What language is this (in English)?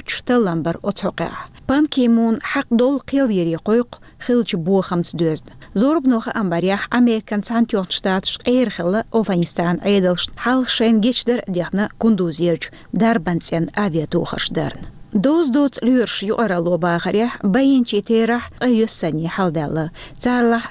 Chechen